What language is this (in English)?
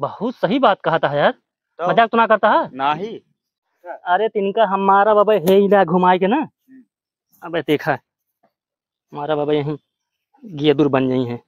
Awadhi